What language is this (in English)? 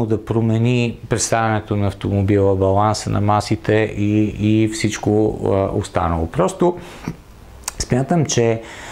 Bulgarian